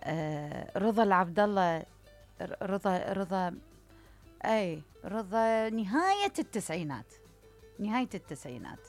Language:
Mesopotamian Arabic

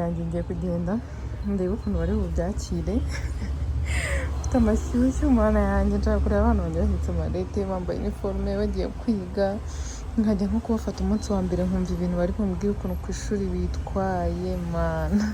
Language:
Kinyarwanda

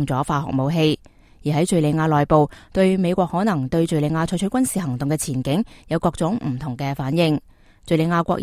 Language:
Cantonese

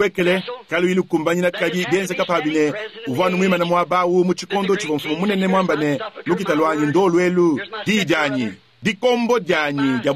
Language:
Luba-Lulua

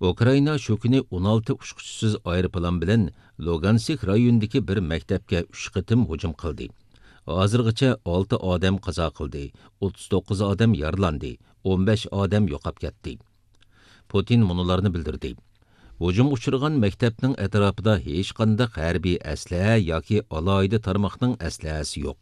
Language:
Uyghur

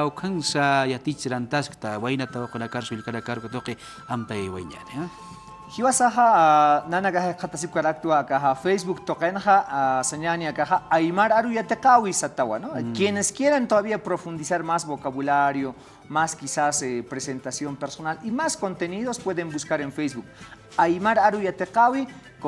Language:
Aymara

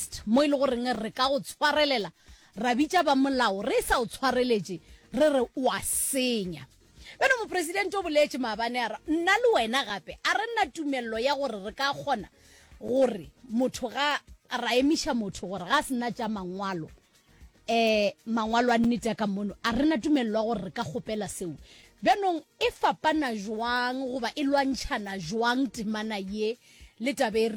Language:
Northern Sotho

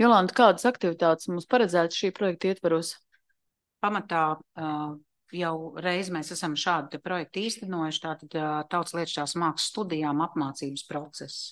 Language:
Latvian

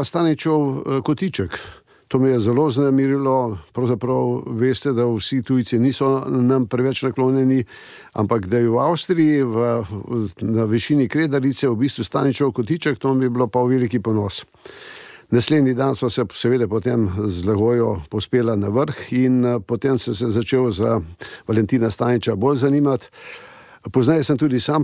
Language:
Slovenian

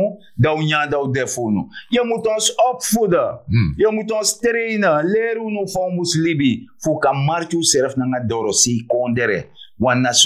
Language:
Sranan Tongo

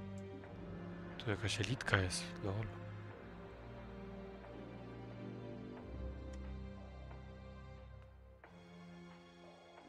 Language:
Polish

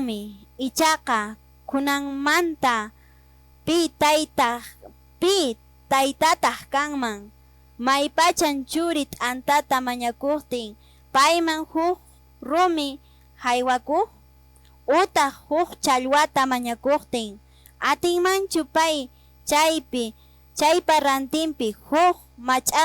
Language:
Quechua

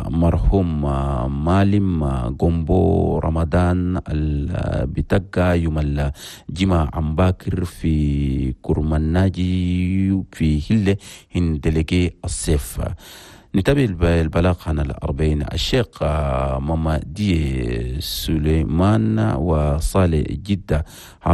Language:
Chadian Arabic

